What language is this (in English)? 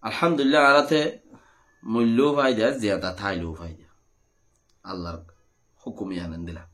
Rohingya